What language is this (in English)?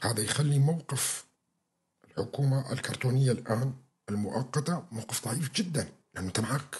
North Levantine Arabic